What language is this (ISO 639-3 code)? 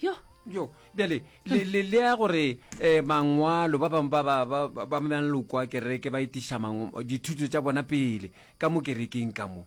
nso